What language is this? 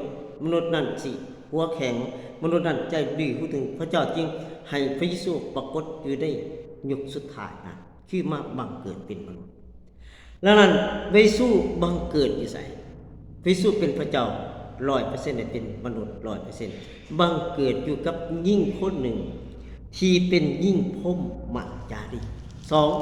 Lao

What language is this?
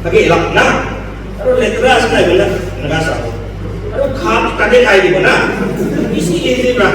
Naga Pidgin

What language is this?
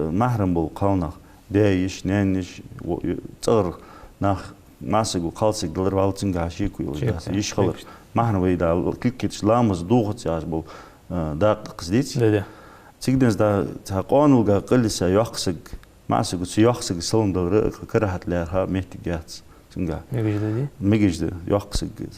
Ingush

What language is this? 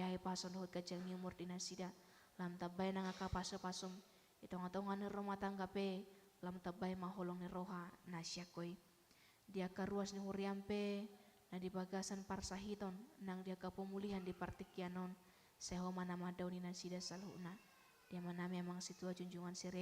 Batak Toba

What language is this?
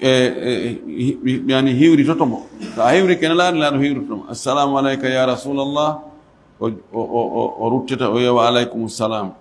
Fula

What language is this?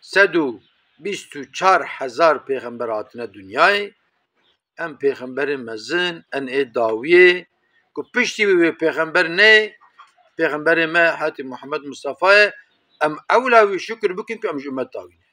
Kurdish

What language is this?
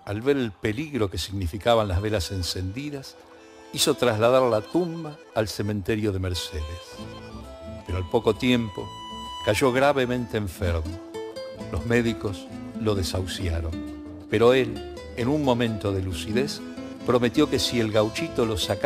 Spanish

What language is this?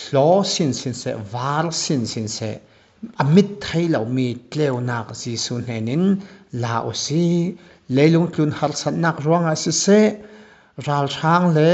Falam Chin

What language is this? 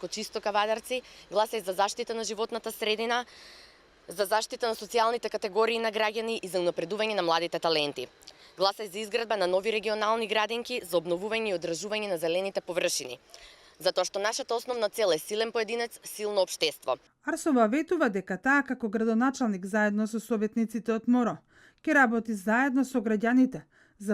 Macedonian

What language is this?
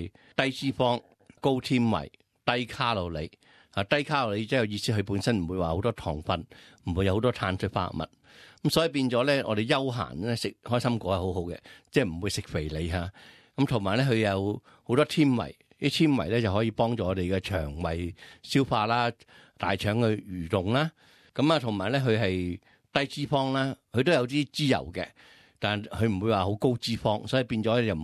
Cantonese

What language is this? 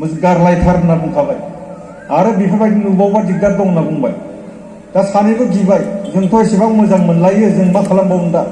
Bodo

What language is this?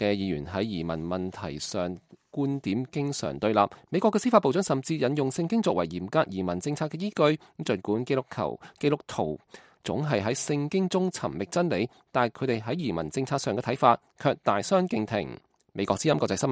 Cantonese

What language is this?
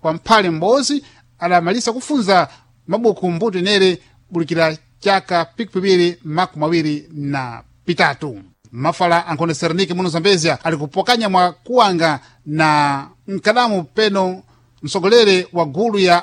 Sena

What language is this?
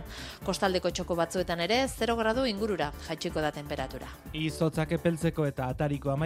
Basque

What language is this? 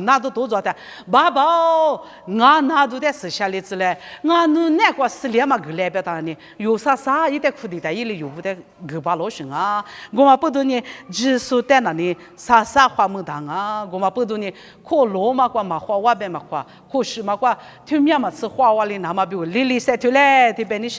Lisu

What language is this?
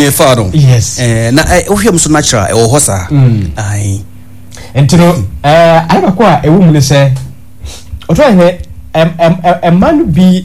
Akan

